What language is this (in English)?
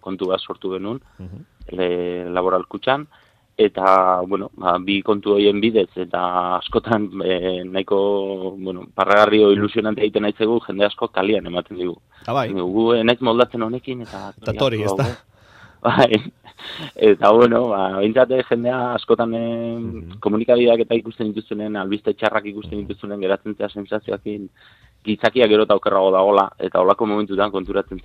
Basque